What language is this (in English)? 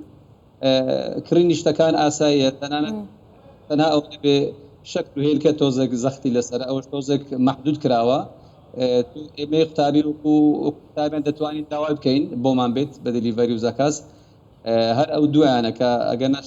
Central Kurdish